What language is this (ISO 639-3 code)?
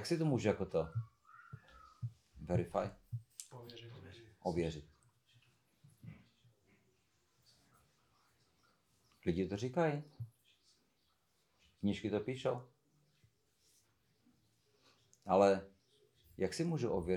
ces